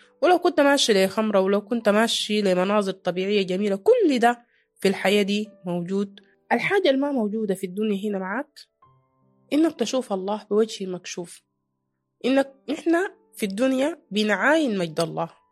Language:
Sudanese Arabic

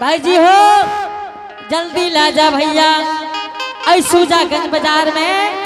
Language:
Angika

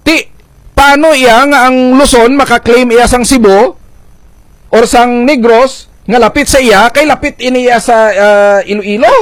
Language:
Hiligaynon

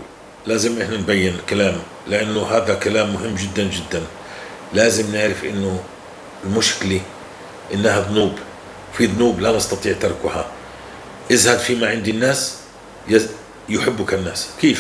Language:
North Levantine Arabic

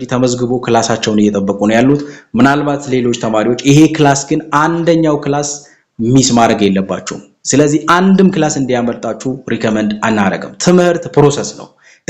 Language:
Amharic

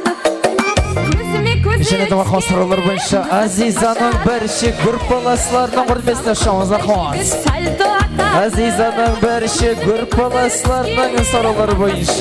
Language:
Kara-Kalpak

